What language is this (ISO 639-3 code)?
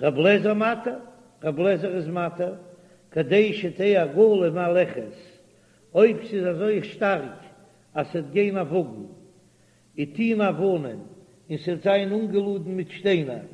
yid